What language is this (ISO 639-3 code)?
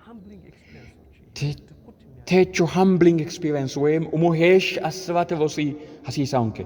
sid